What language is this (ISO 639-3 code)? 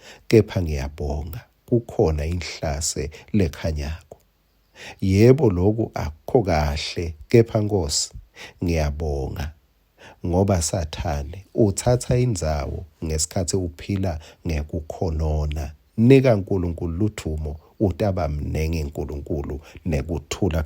ssw